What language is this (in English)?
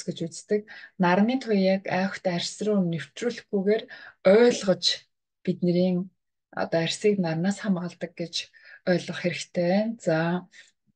Mongolian